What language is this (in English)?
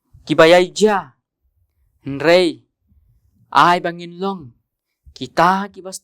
Khasi